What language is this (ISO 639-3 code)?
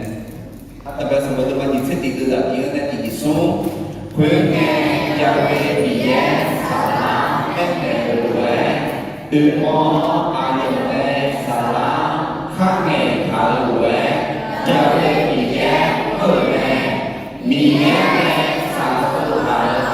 ahk